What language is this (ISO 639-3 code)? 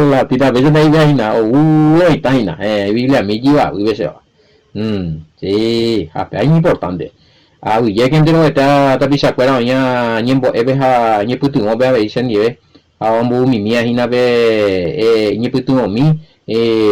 grn